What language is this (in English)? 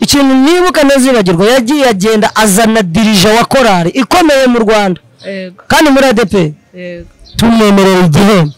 Kinyarwanda